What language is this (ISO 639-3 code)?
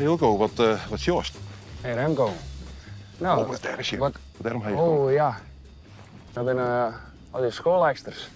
fry